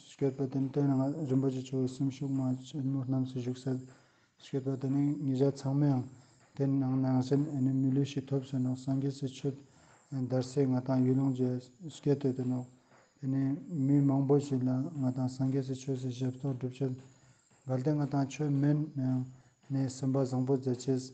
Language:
Ladakhi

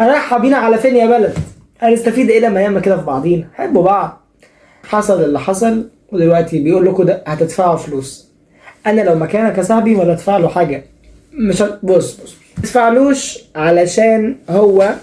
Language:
Egyptian Arabic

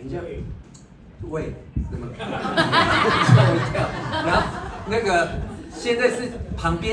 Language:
Chinese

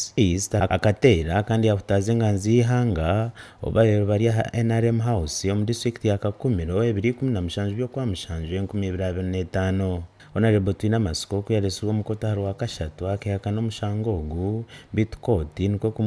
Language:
Nyankole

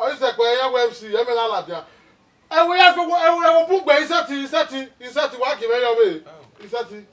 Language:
Bini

